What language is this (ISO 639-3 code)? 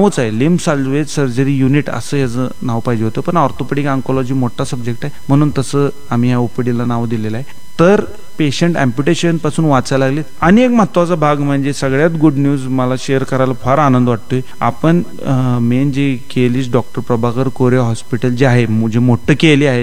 mar